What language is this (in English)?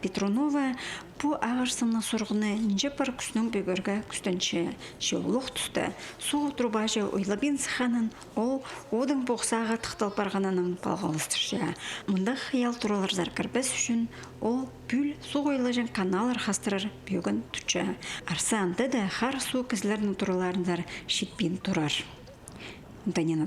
Khakas